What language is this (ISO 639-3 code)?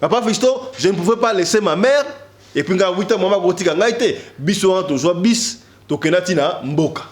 lin